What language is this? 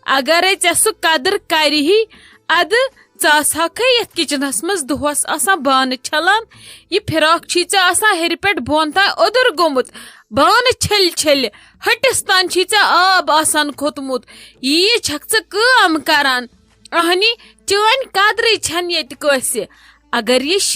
Kashmiri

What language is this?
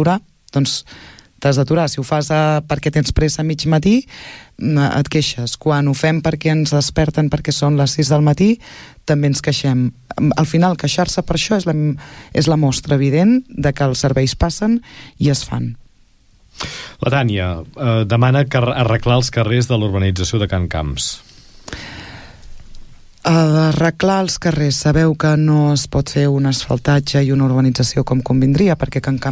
Catalan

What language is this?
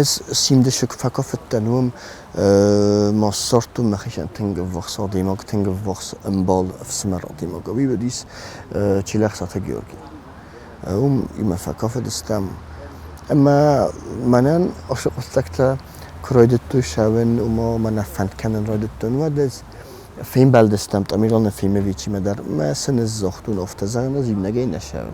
Ossetic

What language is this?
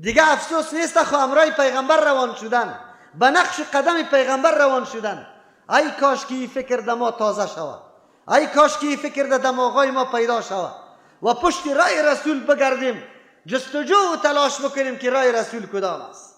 Persian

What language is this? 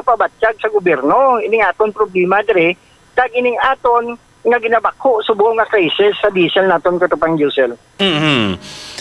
Hiligaynon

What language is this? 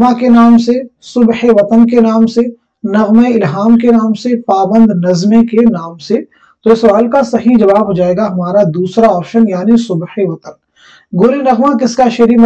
Urdu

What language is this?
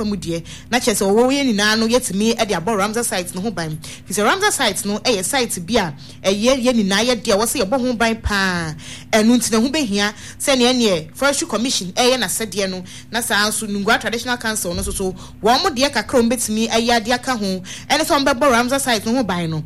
Akan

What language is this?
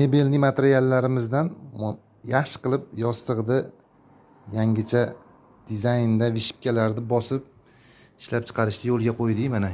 Uzbek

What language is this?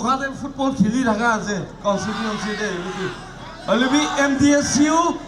Naga Pidgin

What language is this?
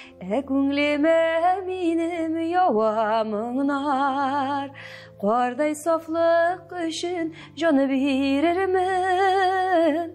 Tatar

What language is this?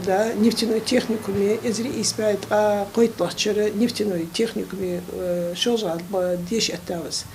Ingush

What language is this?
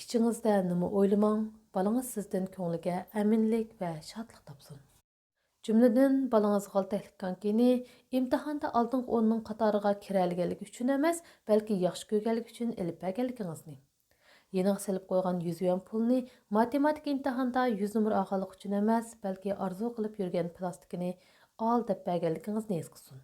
Uyghur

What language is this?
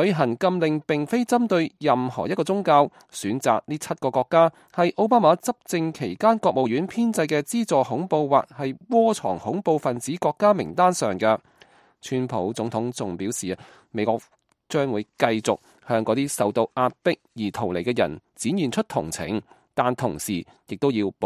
Cantonese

